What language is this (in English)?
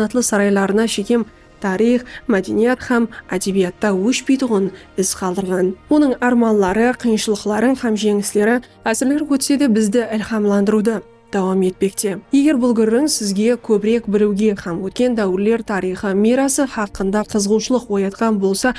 Kara-Kalpak